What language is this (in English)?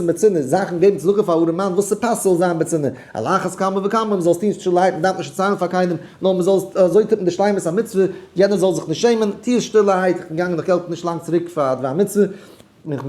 Yiddish